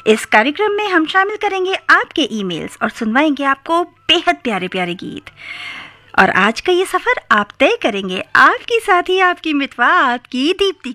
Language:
Hindi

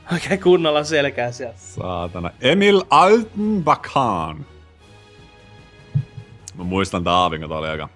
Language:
Finnish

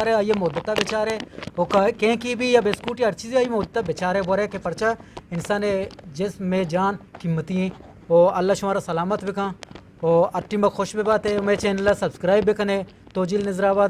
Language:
Eastern Balochi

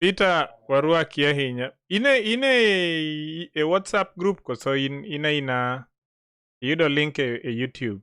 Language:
Luo (Kenya and Tanzania)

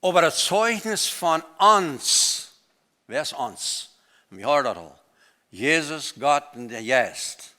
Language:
Plautdietsch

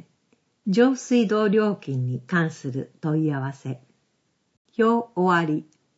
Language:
Japanese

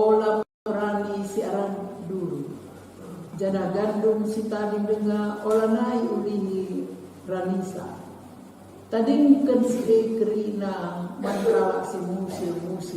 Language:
Batak Karo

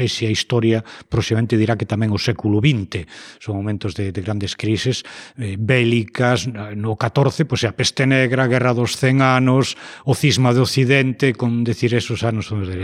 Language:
Galician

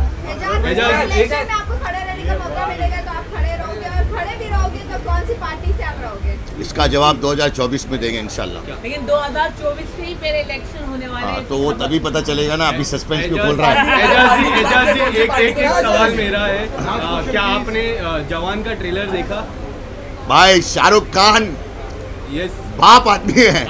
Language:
Hindi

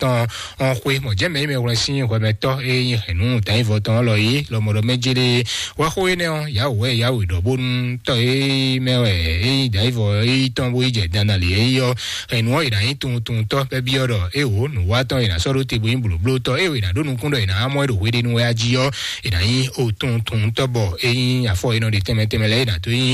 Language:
Fon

